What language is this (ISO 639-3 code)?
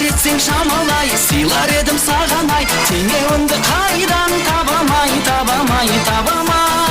kaa